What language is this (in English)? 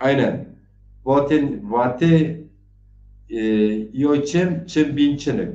Zaza